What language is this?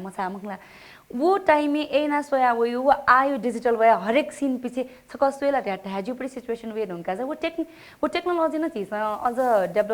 Newari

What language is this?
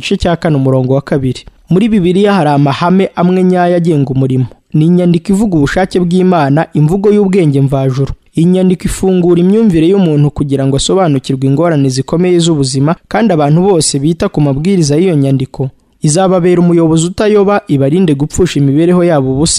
Kinyarwanda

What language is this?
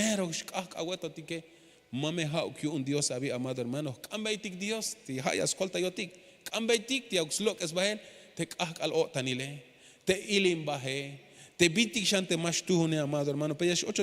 Tzeltal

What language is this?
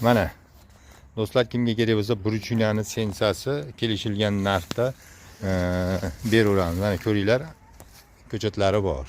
Uzbek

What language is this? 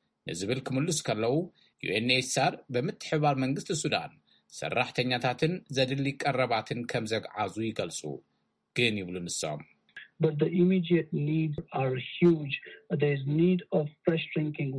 Tigrinya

